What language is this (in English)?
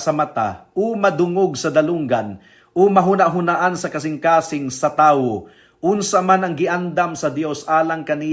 Cebuano